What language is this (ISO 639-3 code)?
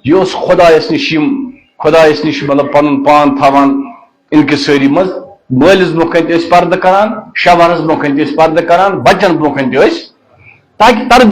kas